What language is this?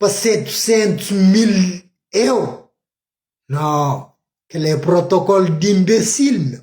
Kabuverdianu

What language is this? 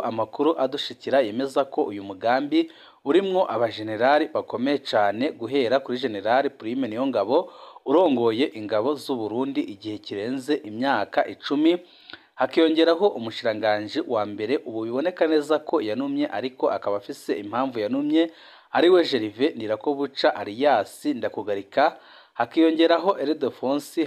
Rundi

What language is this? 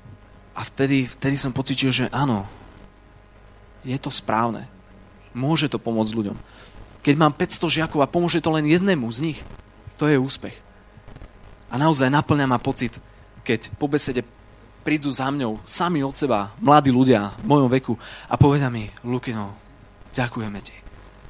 Slovak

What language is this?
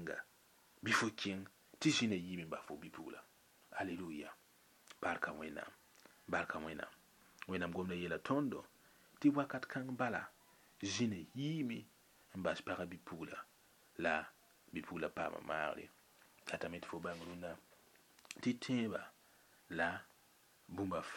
Mossi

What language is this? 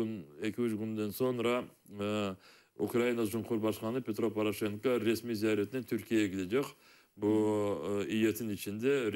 Crimean Tatar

